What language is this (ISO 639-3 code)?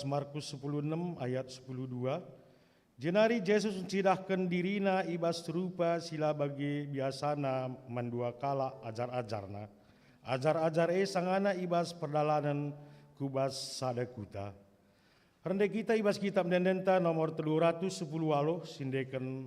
btx